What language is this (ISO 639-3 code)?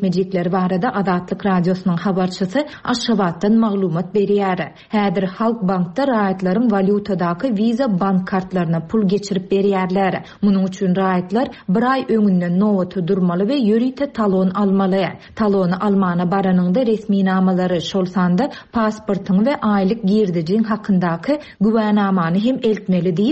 tuk